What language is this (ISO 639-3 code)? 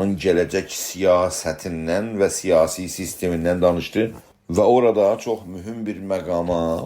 azb